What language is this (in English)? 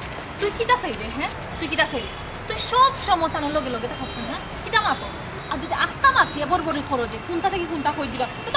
Sylheti